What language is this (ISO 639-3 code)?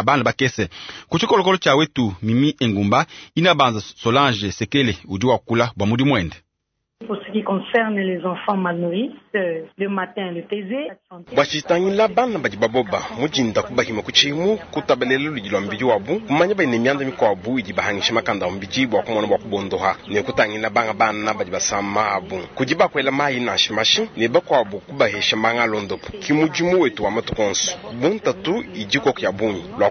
lua